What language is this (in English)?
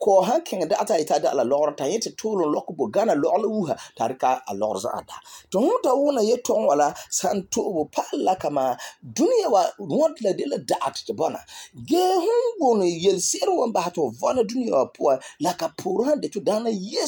Frafra